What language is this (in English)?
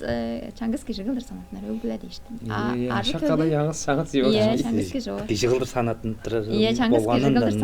Tuvinian